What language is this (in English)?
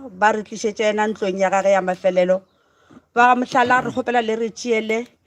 Northern Sotho